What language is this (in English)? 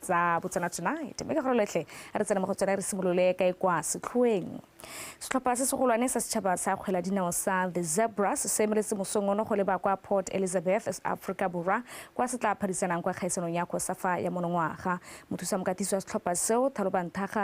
Tswana